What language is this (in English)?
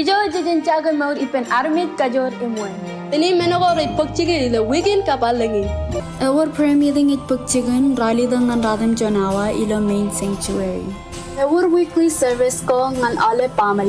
Marshallese